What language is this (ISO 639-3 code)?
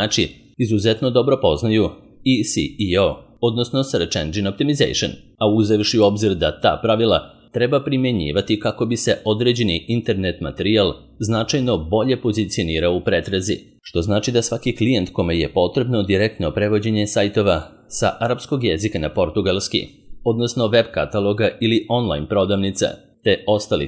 srp